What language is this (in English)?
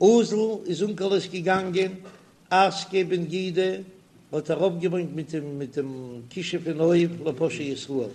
Yiddish